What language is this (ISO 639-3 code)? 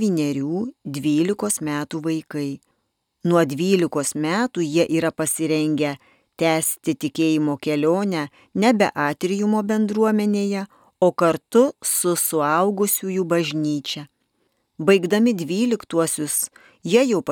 lit